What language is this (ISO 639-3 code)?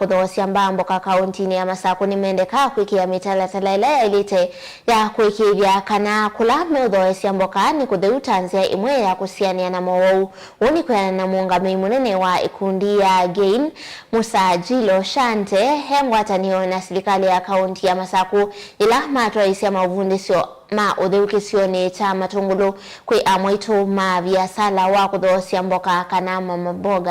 kam